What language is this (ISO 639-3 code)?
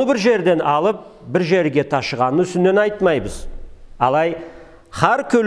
krc